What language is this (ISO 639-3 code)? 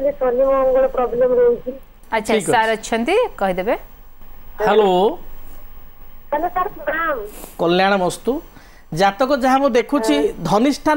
ori